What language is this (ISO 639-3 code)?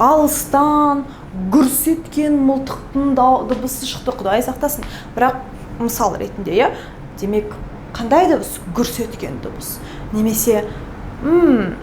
kaz